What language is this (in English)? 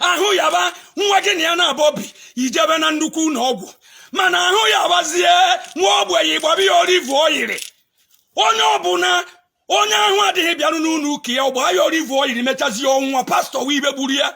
Igbo